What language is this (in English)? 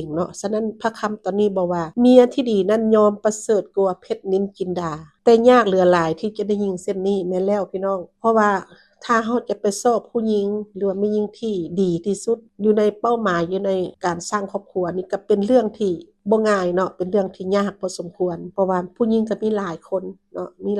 Lao